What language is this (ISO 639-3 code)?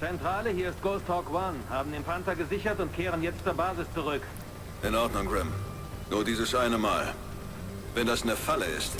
bar